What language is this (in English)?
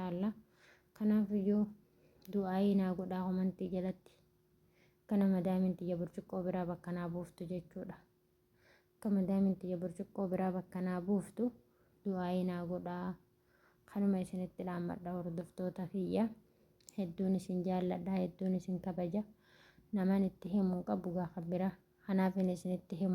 Oromo